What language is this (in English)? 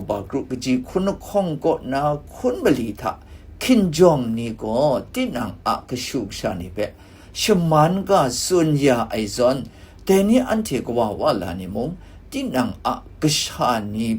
Kachin